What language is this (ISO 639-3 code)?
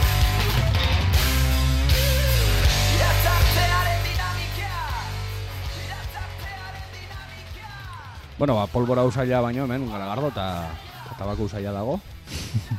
eus